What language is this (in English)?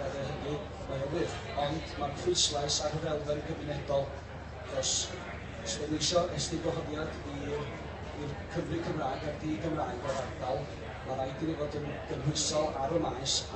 Welsh